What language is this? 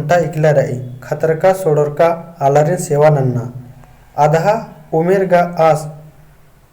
Kurukh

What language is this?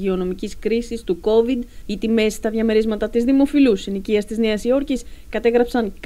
Greek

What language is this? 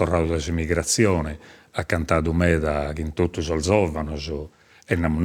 Sardinian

